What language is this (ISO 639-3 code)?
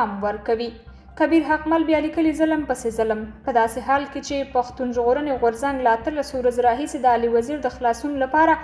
pus